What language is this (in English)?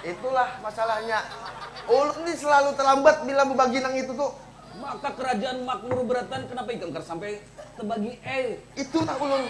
Banjar